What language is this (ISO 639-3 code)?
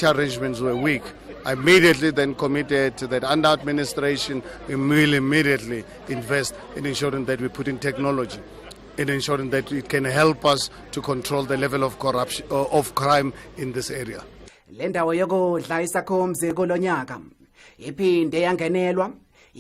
zul